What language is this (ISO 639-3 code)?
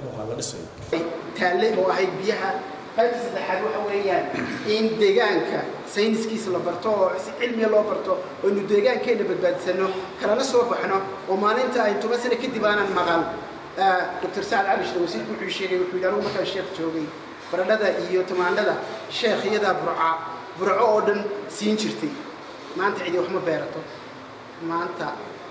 som